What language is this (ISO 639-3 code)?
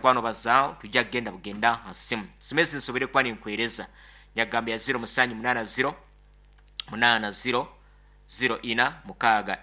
nyo